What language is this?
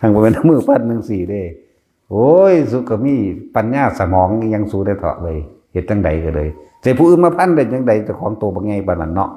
Northeastern Thai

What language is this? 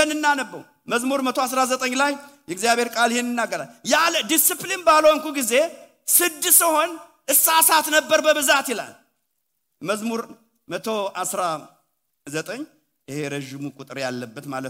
Amharic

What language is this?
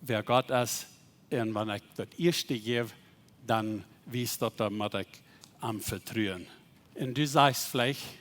Plautdietsch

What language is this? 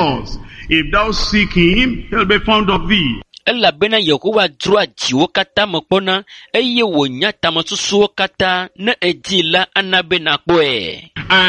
Ewe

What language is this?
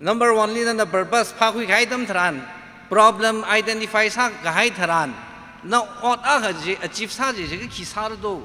Tangkhul Naga (India)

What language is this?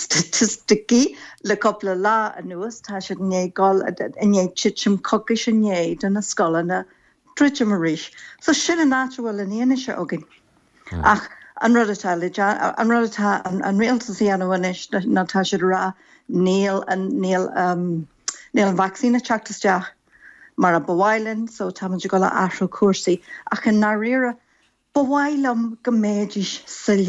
Irish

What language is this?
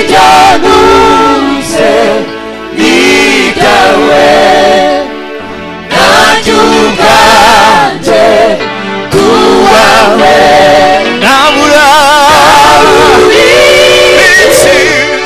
Kinyarwanda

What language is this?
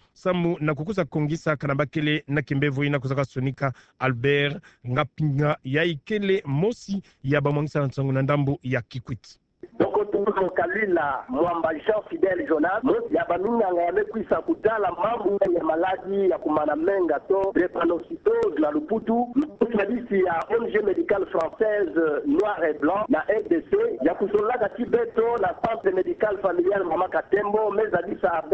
Kituba (Democratic Republic of Congo)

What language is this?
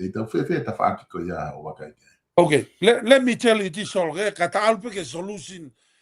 Tongan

